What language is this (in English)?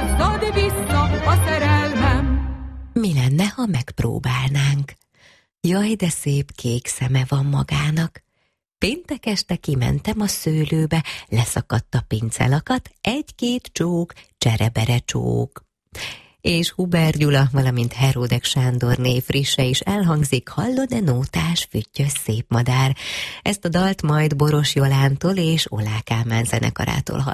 Hungarian